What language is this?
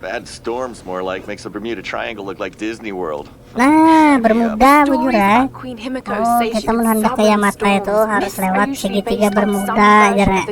Banjar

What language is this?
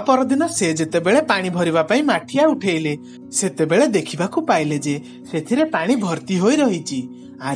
Odia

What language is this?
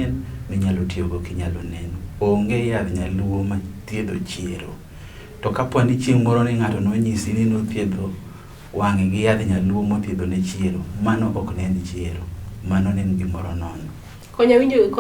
Luo (Kenya and Tanzania)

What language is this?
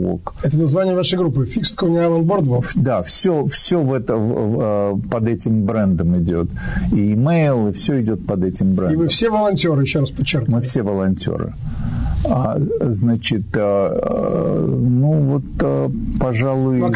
Russian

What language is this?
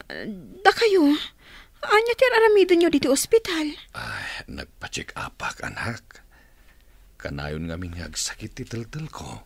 Iloko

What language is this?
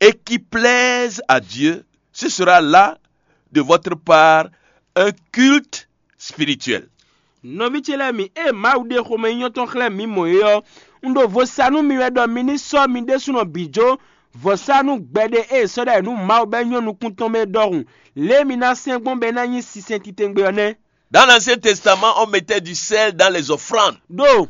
Fon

